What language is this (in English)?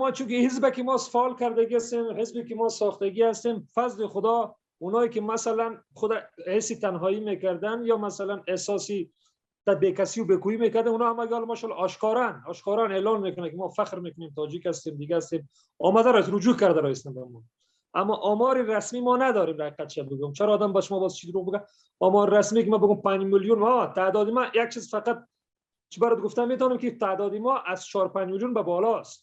Persian